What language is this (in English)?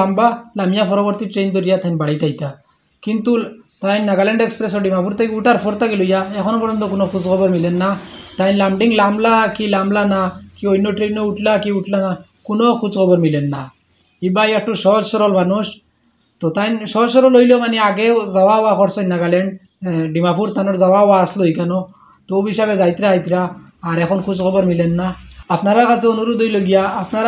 Sylheti